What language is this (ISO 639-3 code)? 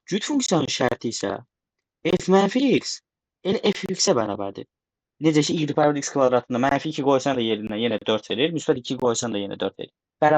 aze